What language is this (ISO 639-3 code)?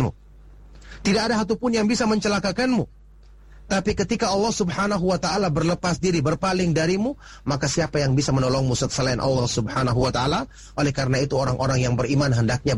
ind